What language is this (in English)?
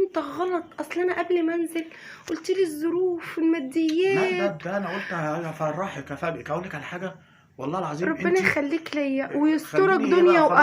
Egyptian Arabic